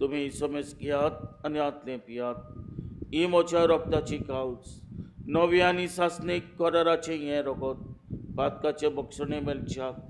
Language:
Konkani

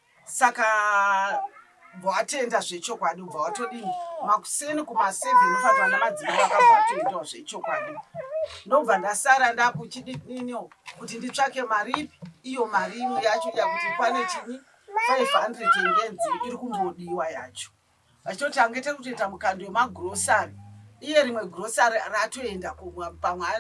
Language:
Shona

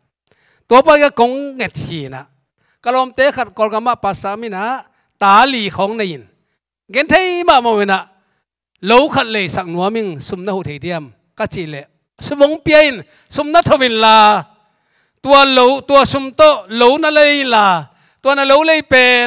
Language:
Tedim Chin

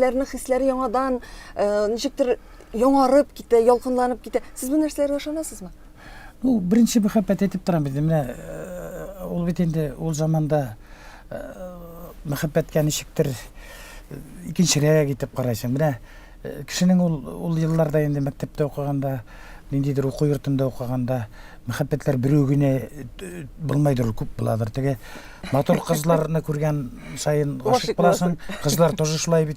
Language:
Tatar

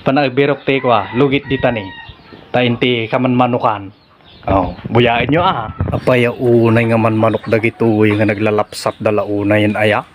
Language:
Iloko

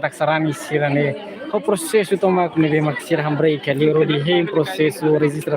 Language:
Tetum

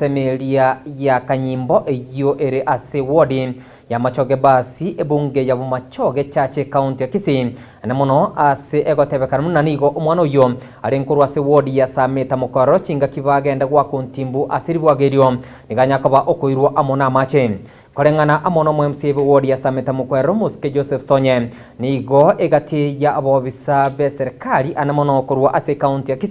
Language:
Gusii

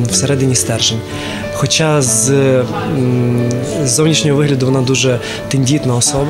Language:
Ukrainian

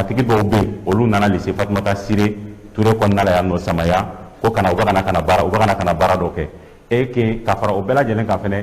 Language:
Bambara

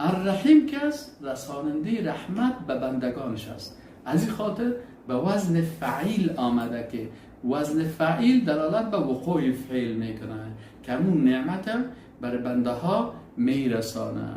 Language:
Persian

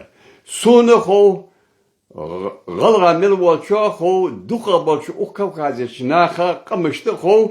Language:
Ingush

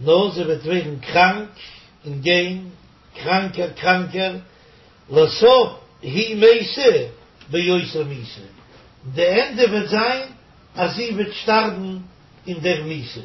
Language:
Yiddish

